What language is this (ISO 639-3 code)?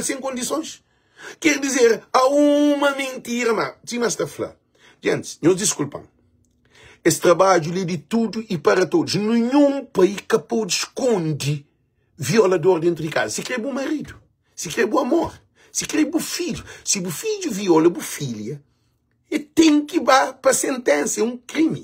kea